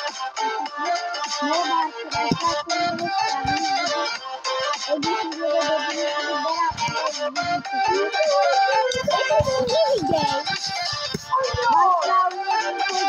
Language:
Turkish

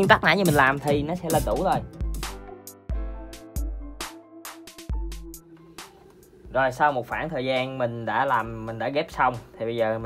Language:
Vietnamese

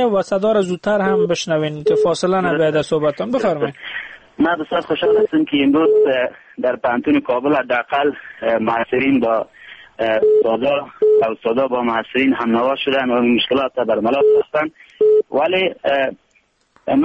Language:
Persian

